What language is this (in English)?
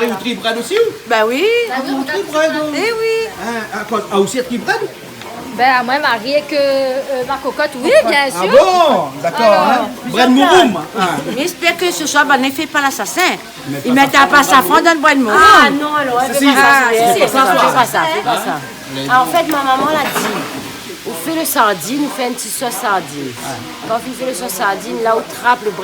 Réunion Creole French